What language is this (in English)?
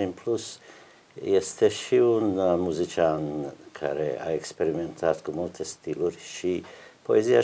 Romanian